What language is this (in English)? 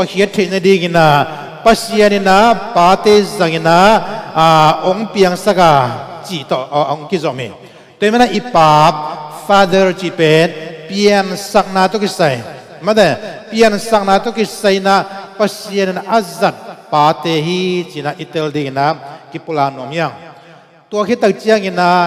Tedim Chin